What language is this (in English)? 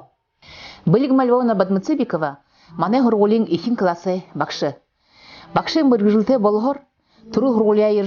Buriat